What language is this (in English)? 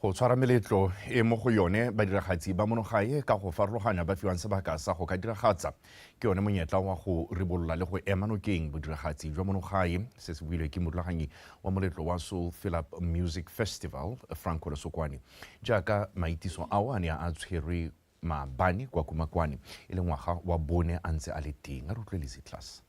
Tswana